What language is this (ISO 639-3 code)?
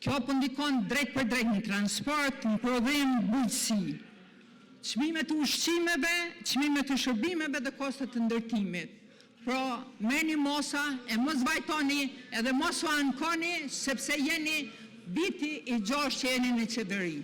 sqi